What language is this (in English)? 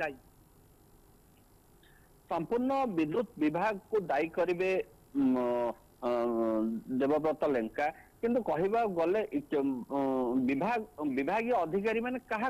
Odia